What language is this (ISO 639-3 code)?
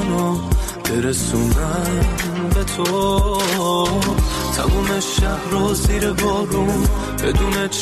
fas